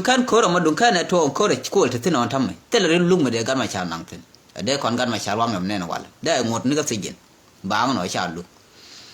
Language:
Nuer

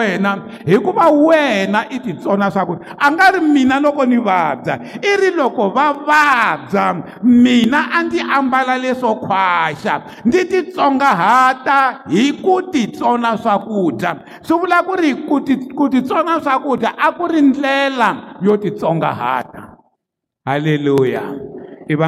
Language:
Tsonga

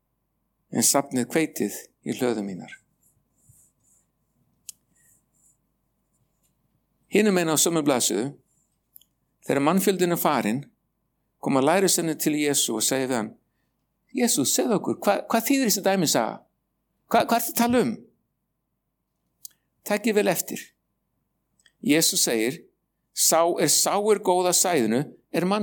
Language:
Icelandic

